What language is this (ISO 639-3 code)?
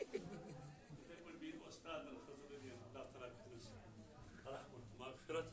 kas